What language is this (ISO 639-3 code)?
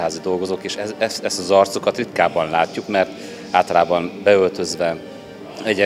hun